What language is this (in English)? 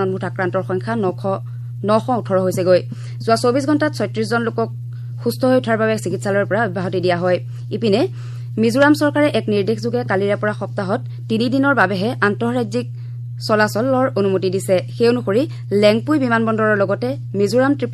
Assamese